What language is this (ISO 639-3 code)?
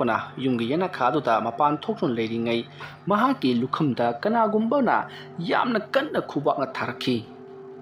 mni